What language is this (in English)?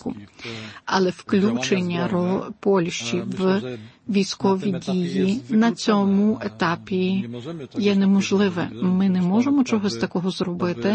Ukrainian